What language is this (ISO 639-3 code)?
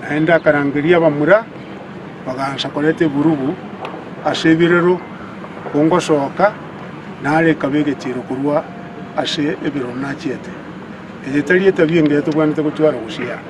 guz